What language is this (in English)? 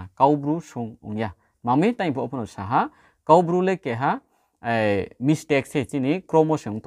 Riang (India)